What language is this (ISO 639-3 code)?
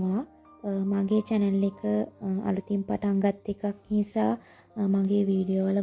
sin